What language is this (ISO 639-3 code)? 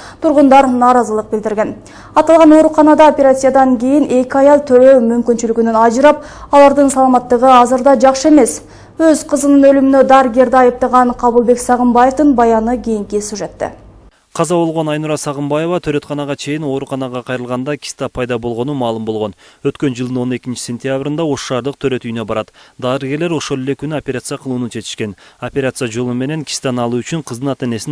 kir